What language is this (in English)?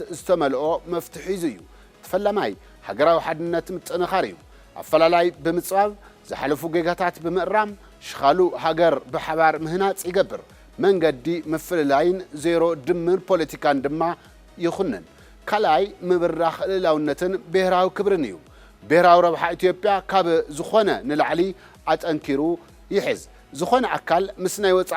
Tigrinya